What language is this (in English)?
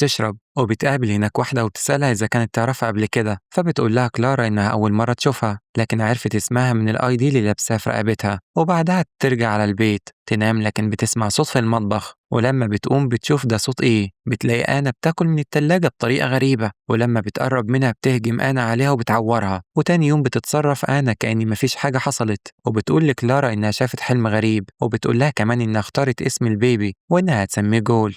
Egyptian Arabic